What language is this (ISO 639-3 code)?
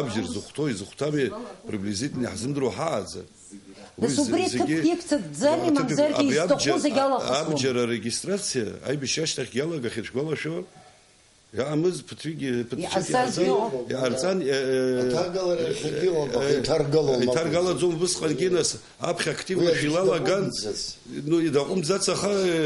abk